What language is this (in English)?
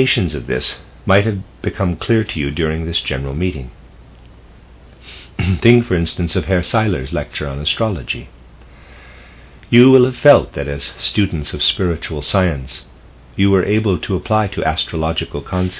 English